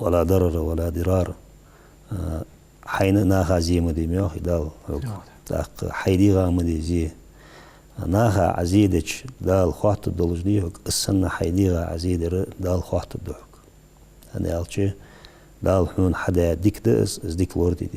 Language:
Ingush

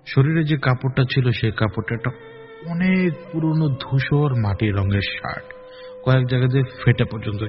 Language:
Bangla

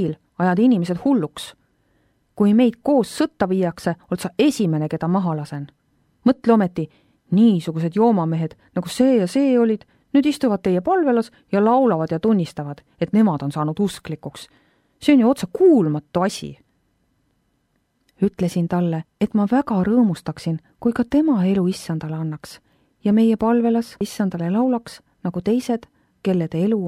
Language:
Estonian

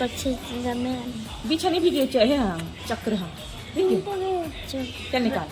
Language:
Chhattisgarhi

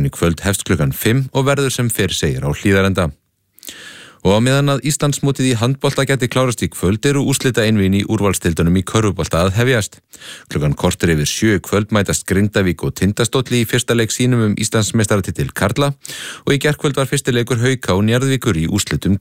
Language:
Icelandic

